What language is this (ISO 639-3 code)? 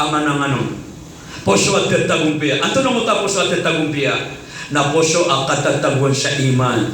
mrw